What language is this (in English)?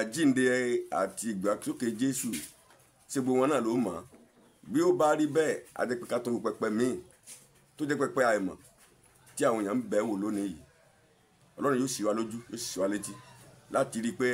Yoruba